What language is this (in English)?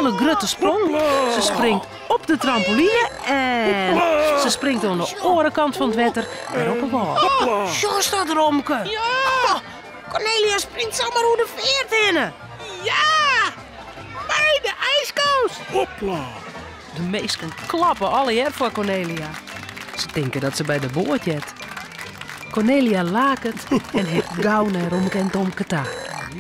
Western Frisian